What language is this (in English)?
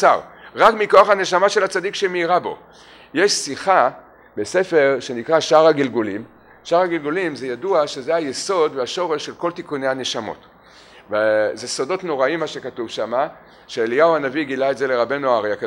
Hebrew